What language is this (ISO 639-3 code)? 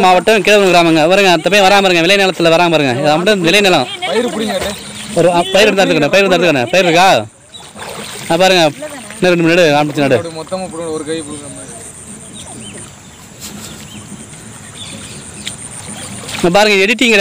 tam